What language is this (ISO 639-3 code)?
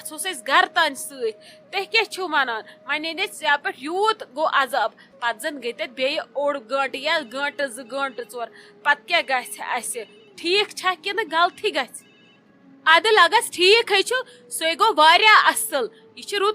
kas